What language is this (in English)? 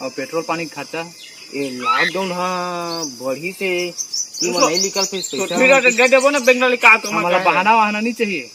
Chhattisgarhi